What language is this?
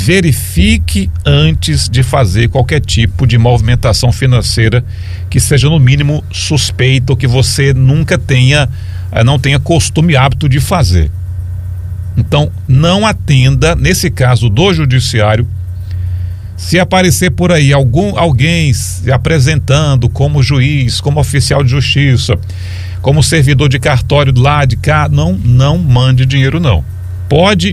Portuguese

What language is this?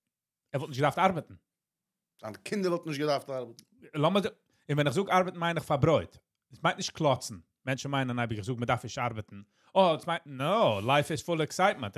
Yiddish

